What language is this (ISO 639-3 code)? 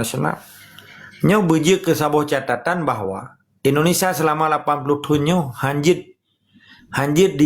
ace